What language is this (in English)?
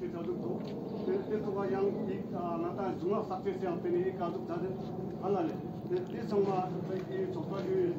Ladakhi